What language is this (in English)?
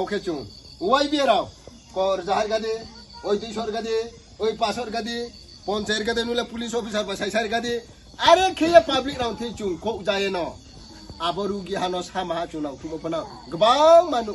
Riang (India)